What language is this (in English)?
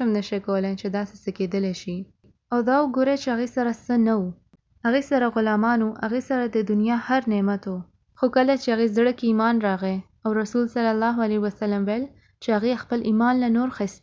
Pashto